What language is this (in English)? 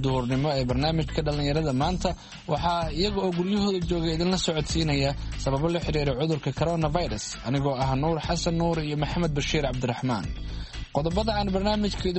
Somali